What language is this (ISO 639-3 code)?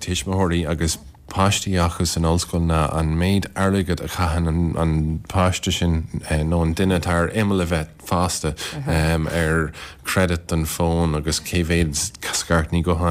gle